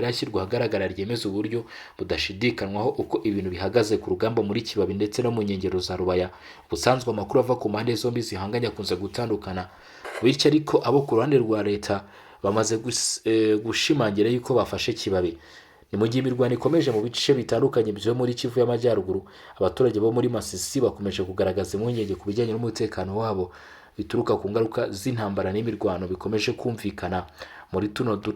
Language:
Kinyarwanda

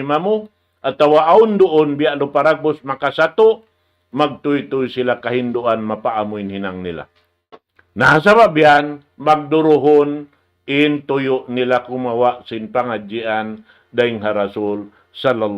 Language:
Tausug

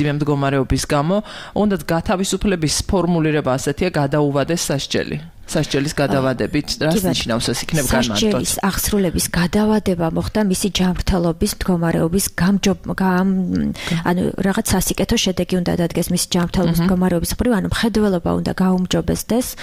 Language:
Georgian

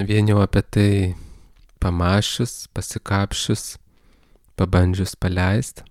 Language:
Lithuanian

